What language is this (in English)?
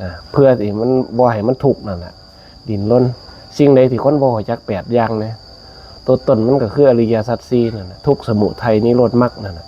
Northeastern Thai